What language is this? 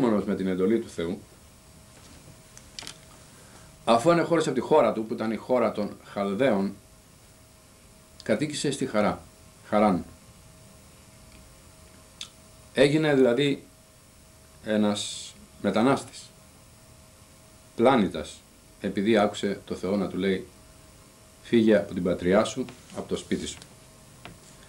Greek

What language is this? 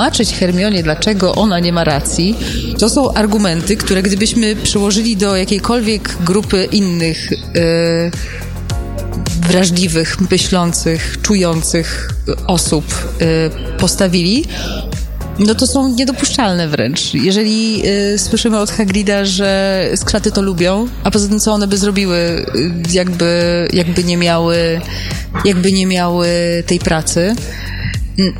Polish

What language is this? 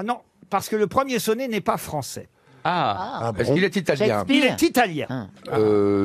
French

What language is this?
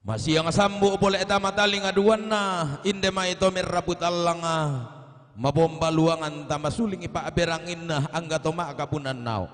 Toraja-Sa'dan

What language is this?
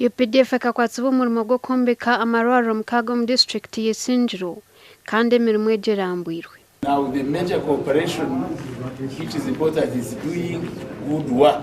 Nyankole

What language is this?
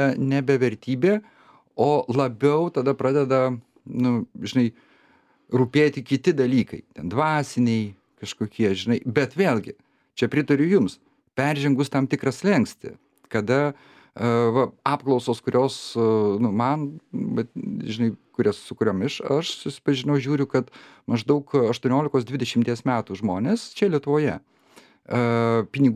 Lithuanian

